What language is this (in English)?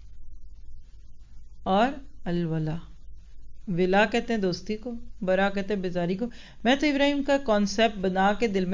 Urdu